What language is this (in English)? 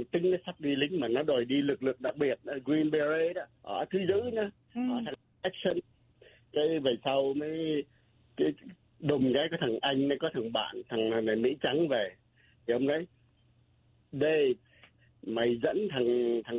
Vietnamese